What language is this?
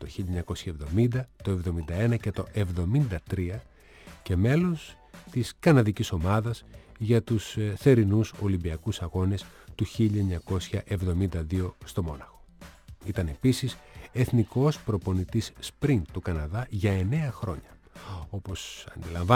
Greek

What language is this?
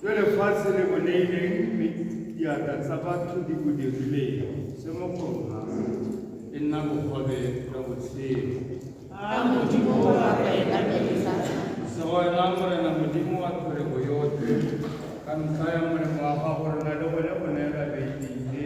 Tswana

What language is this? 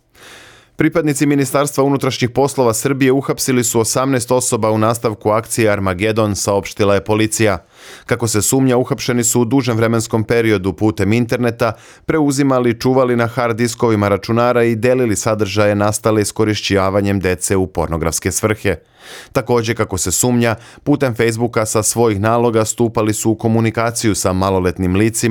Serbian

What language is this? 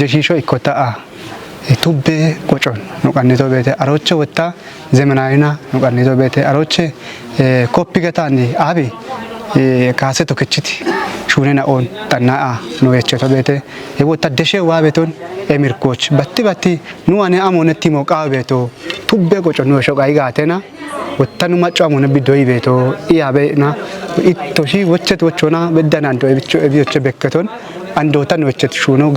Kafa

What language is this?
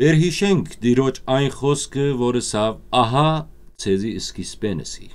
Western Armenian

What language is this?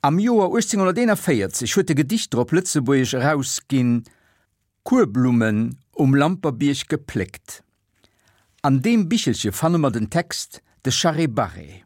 Luxembourgish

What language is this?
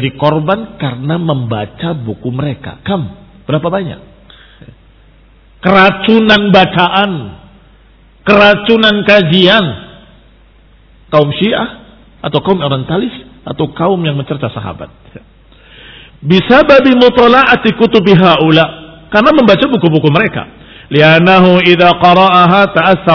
Indonesian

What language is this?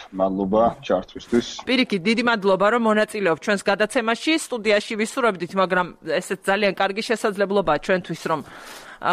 Georgian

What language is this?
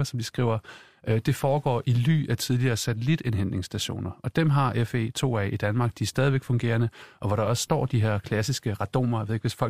Danish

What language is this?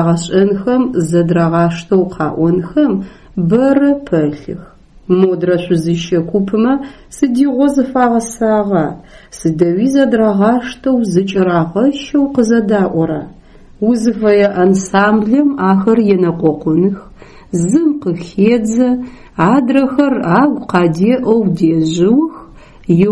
Adyghe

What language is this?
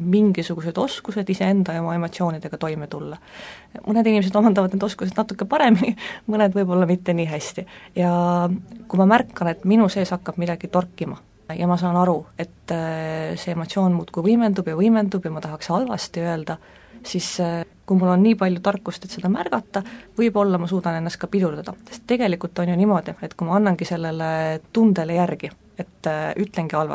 Estonian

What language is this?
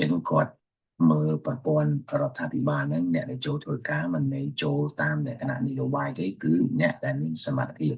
Khmer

